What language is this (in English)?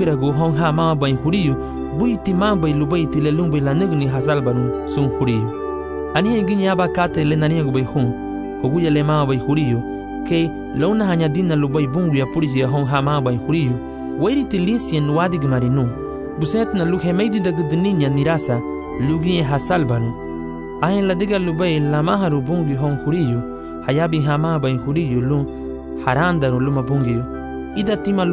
Garifuna